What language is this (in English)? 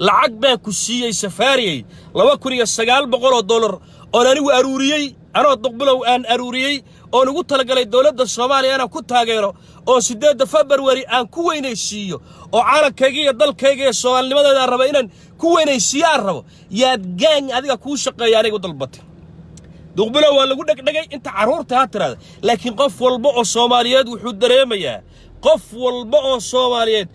Somali